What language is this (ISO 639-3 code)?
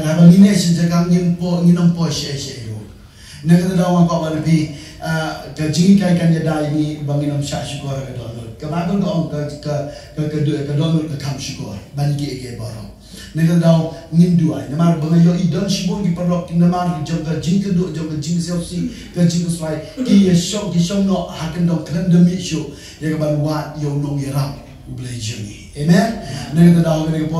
kha